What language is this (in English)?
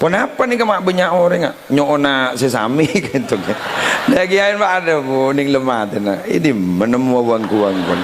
Madurese